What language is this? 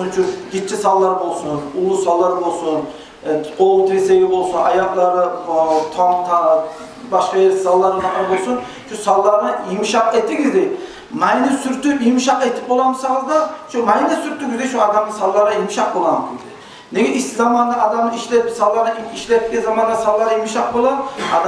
Kumyk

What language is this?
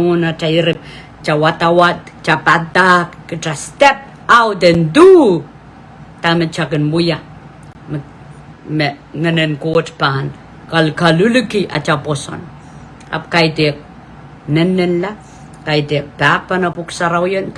Pohnpeian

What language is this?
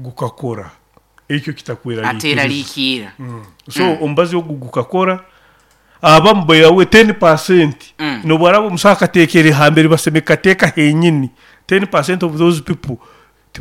Nyoro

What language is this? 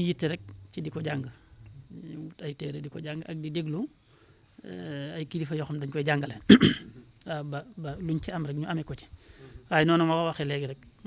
Wolof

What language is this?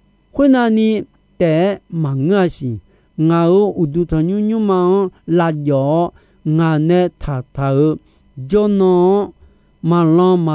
Akha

